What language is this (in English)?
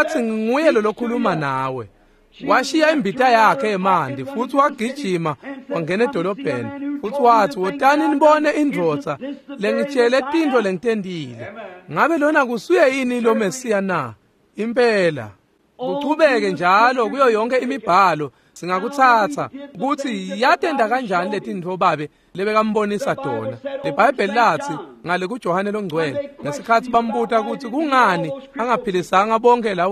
Swati